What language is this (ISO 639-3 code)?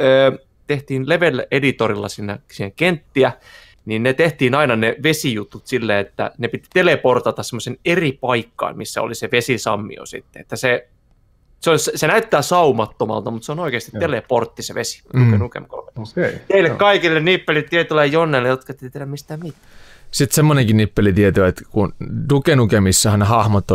fin